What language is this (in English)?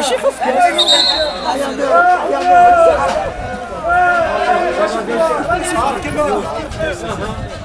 Kabyle